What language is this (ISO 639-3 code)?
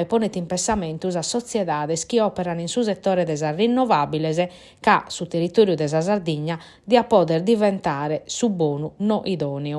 srd